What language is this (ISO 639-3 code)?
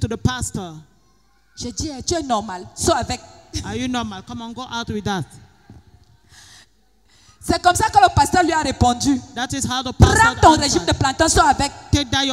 fra